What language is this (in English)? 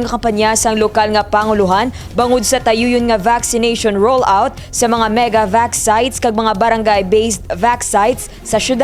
Hiligaynon